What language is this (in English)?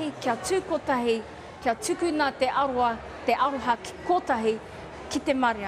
Māori